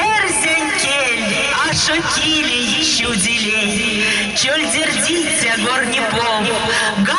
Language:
Erzya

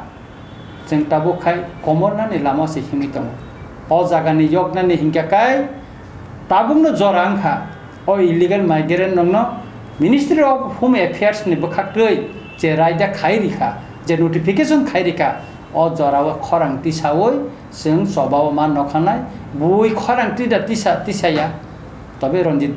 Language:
Kok Borok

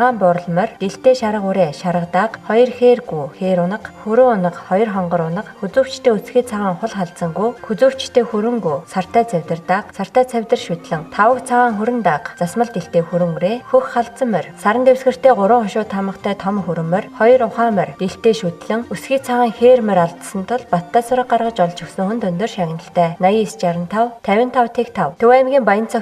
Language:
Mongolian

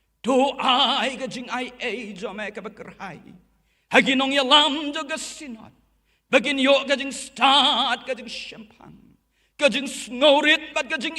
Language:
Khasi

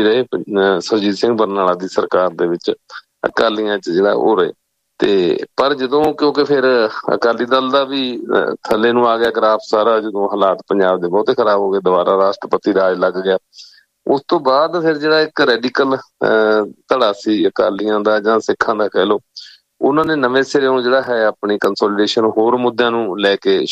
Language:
Punjabi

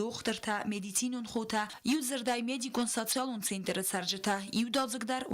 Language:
Ossetic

